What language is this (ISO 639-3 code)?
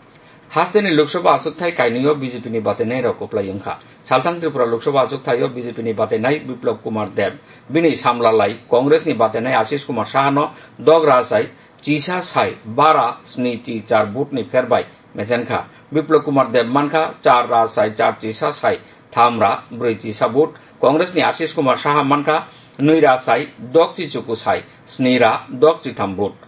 trp